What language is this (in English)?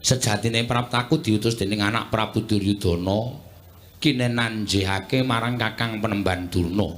Javanese